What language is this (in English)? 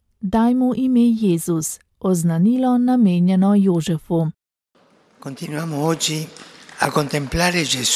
Slovenian